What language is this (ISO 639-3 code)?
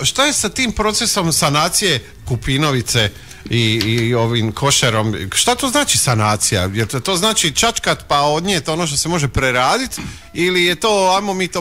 hrv